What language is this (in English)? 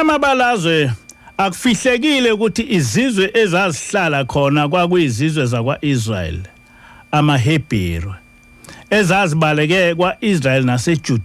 Zulu